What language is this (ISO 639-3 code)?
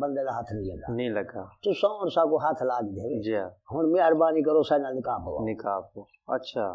skr